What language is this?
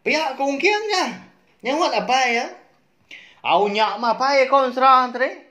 Iban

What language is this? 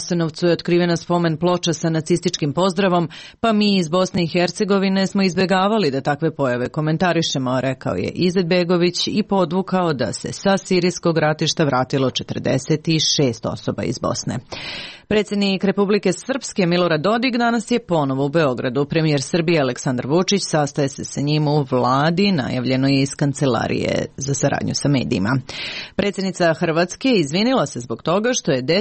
Serbian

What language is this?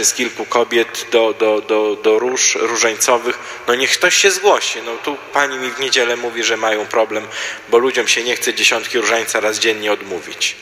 Polish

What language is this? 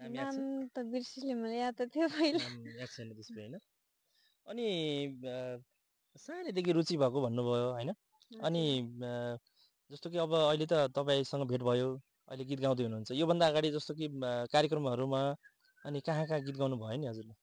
Nepali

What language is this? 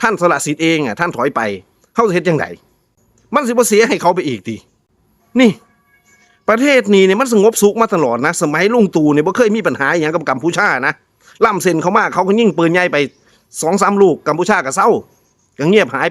Northeastern Thai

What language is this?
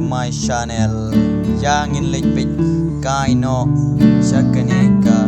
Khasi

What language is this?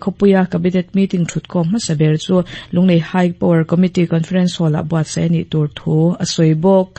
Mizo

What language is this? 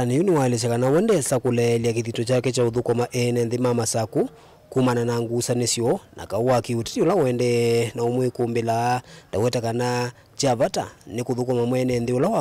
Kamba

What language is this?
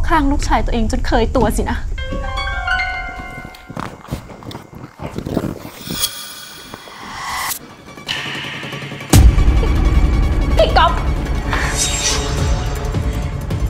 Thai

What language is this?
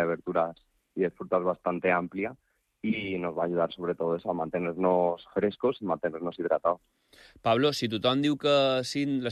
Catalan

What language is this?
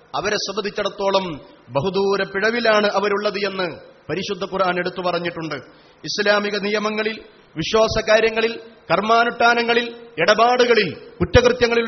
Malayalam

